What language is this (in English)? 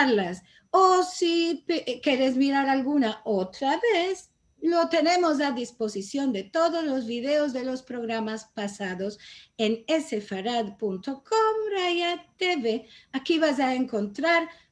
Ladino